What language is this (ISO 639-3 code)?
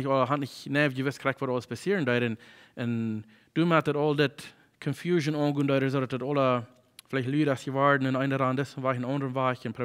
pdt